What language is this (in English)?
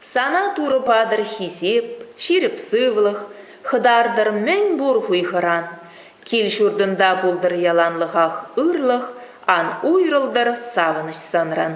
Chuvash